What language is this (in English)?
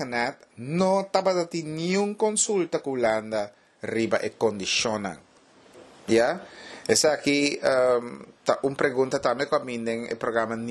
Papiamento